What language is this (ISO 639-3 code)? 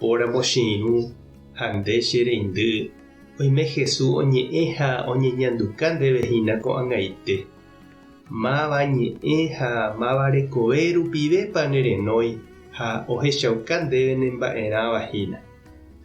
grn